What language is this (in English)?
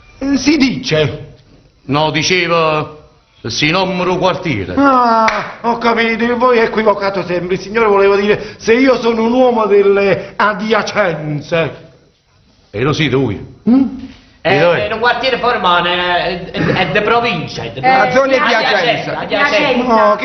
Neapolitan